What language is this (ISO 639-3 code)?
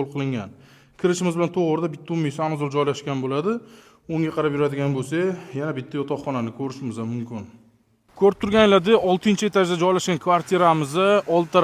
uzb